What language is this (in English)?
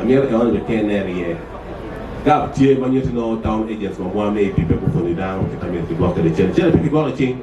Acoli